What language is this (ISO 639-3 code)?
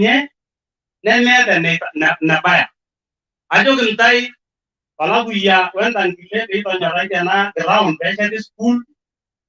mas